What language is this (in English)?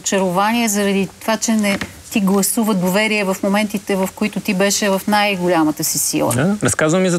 Bulgarian